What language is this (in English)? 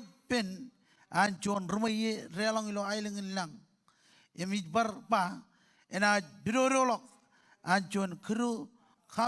Marshallese